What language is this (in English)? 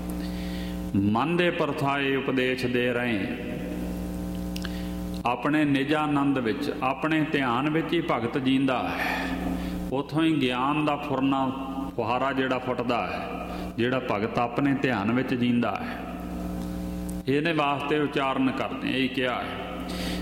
Punjabi